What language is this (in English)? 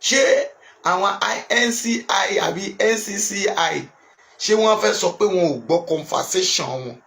Yoruba